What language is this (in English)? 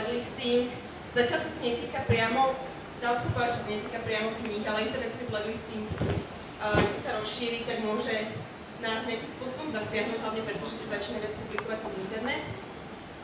Slovak